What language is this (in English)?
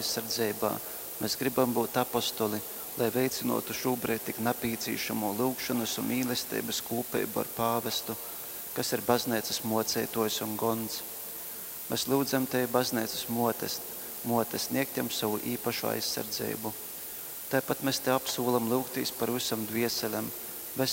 Latgalian